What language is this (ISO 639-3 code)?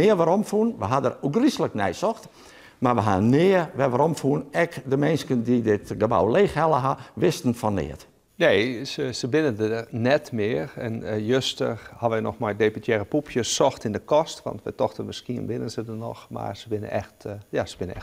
fry